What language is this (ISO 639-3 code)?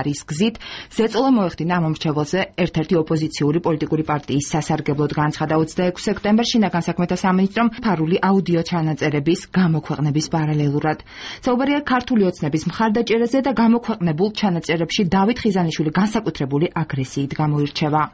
kat